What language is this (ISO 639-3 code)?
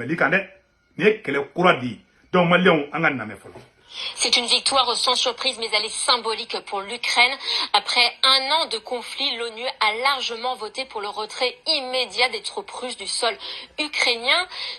bam